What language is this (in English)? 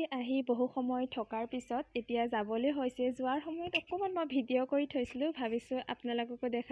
Assamese